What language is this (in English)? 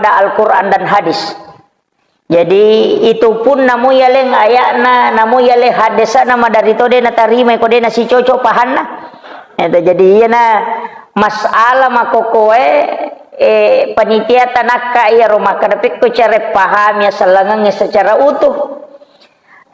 Buginese